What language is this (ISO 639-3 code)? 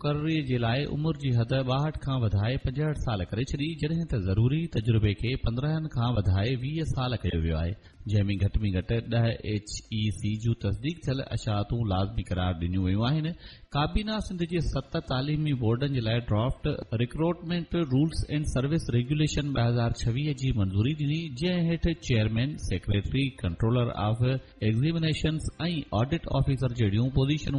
snd